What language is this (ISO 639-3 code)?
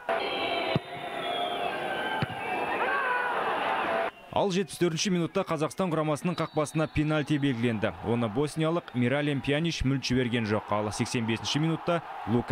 kaz